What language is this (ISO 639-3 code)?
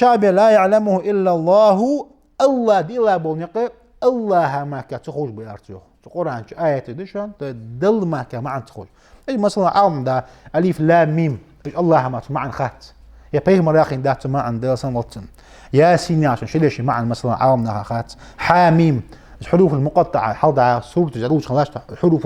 inh